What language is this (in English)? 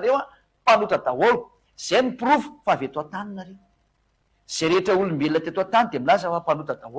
Malagasy